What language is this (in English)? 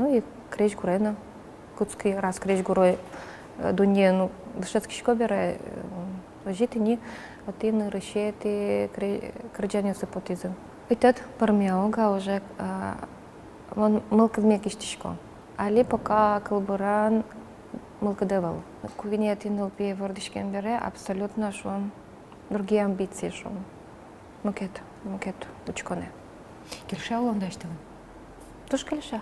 Udmurt